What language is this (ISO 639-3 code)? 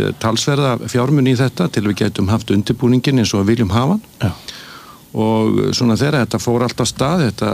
isl